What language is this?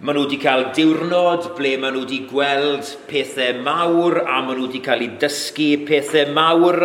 Welsh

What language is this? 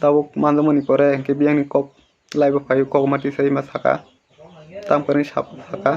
Kok Borok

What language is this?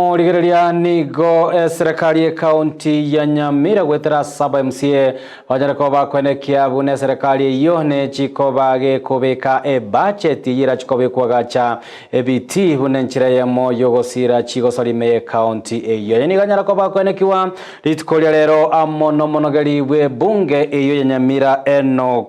Gusii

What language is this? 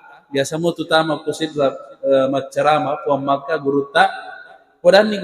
Buginese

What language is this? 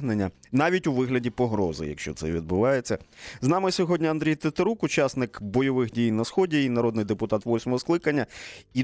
Ukrainian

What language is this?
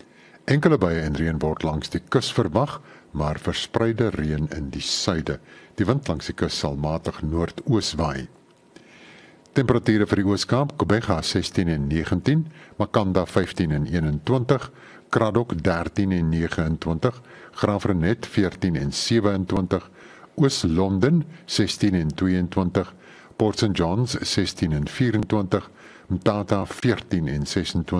Afrikaans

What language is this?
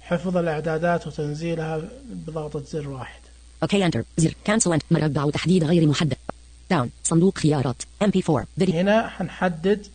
Najdi Arabic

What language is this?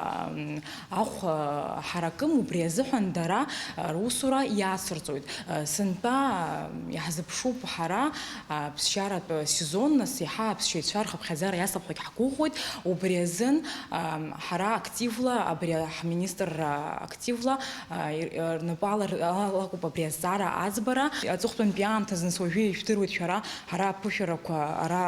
Abkhazian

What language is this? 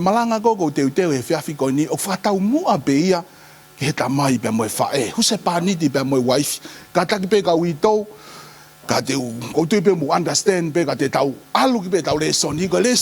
Tongan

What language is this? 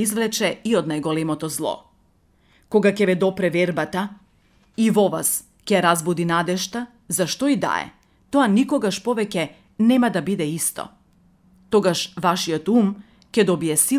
Macedonian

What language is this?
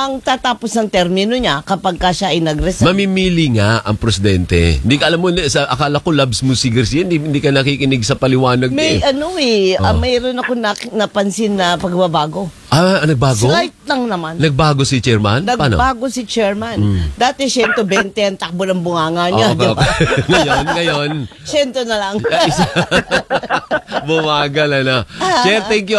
Filipino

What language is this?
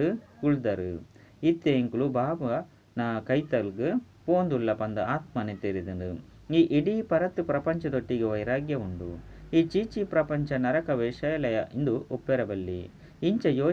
Tulu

